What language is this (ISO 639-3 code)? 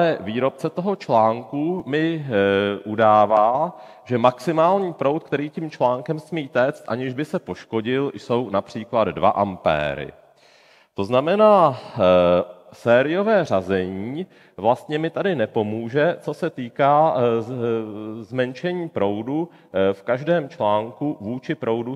ces